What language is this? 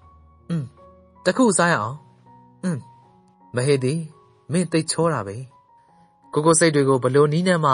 Burmese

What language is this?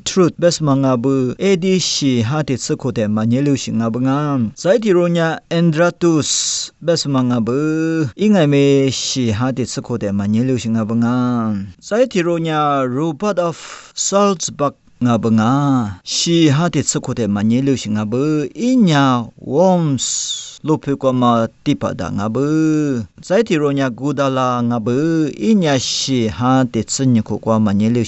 Lisu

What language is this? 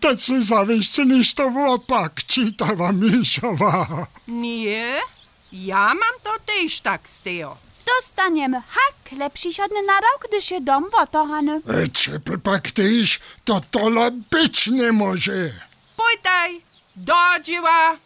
Upper Sorbian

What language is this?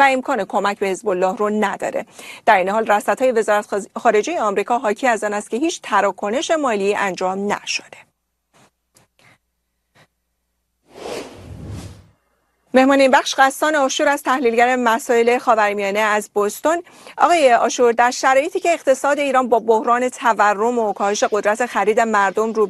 Persian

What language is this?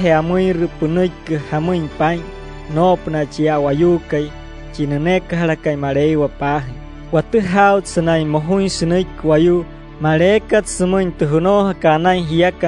Wayuu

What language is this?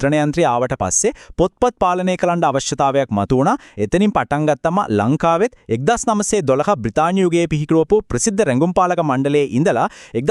Sinhala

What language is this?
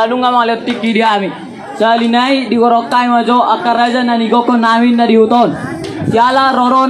Batak Toba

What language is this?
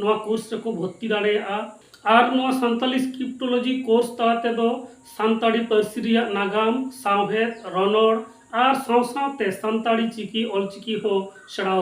Santali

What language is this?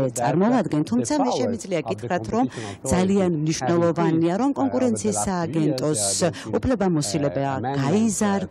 Georgian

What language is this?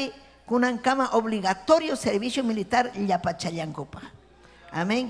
Ayacucho Quechua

